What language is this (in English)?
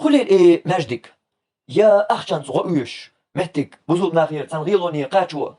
Chechen